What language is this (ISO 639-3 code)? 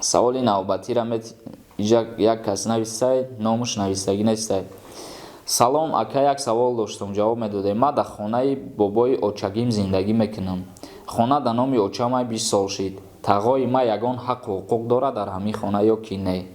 tgk